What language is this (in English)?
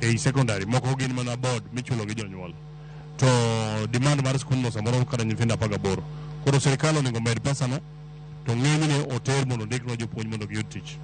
Luo (Kenya and Tanzania)